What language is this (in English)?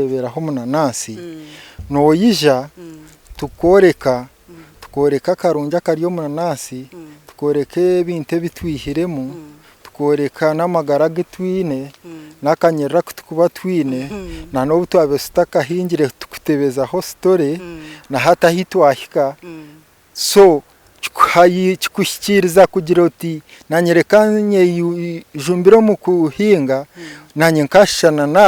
Nyankole